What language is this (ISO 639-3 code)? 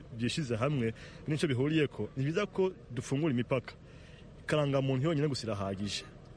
kin